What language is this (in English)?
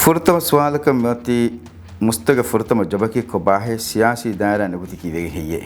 Divehi